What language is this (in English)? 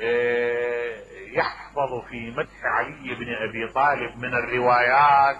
Mesopotamian Arabic